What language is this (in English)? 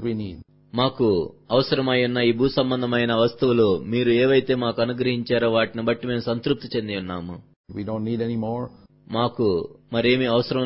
Telugu